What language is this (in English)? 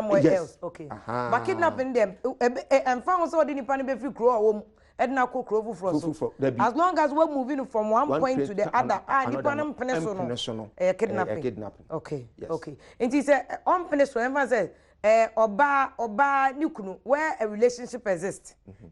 Akan